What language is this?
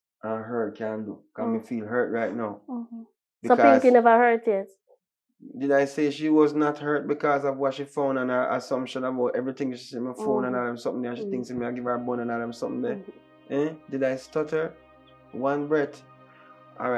Jamaican Creole English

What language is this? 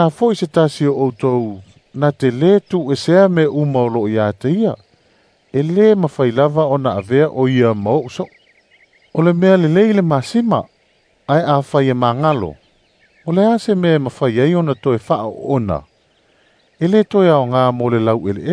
Samoan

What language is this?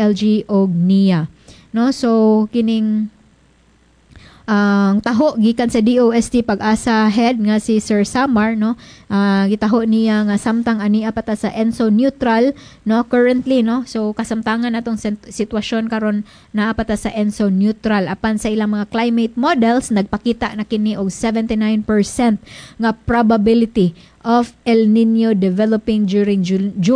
Cebuano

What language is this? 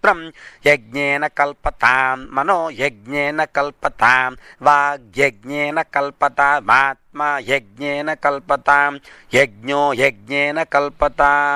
Sanskrit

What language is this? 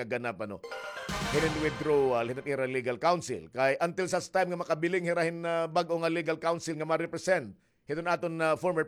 Waray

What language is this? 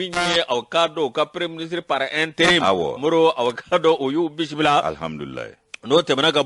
Bambara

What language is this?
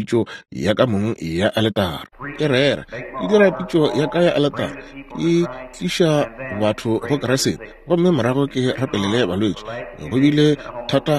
Northern Sotho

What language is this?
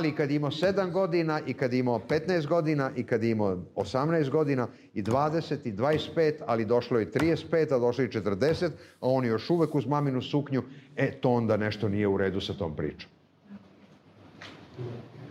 Serbian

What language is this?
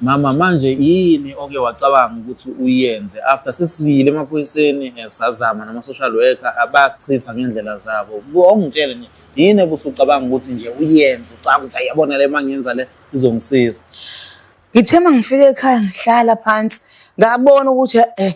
Zulu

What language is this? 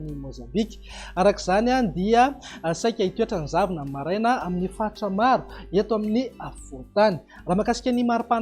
Malagasy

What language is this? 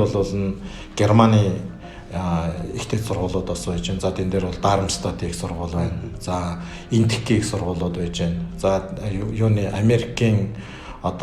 Mongolian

